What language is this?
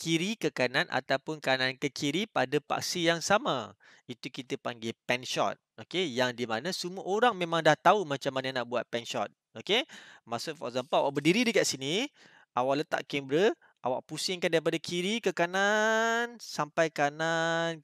Malay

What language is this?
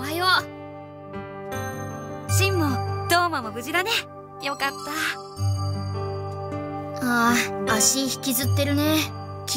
Japanese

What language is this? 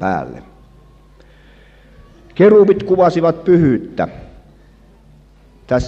Finnish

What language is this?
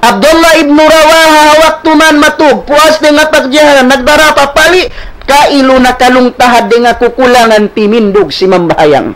Tausug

